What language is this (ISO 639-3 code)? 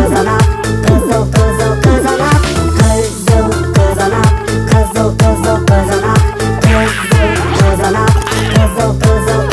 kir